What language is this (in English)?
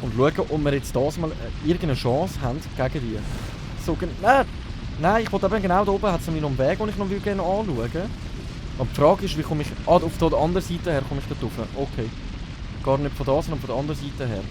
Swiss German